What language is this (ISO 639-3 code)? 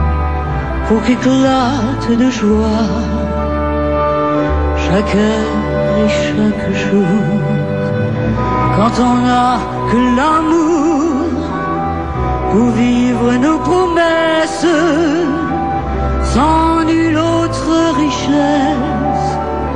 fra